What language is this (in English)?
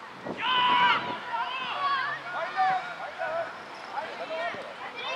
Swedish